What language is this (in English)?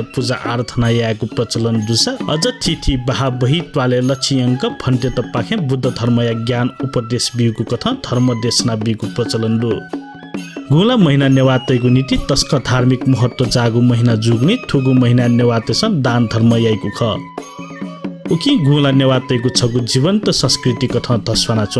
Newari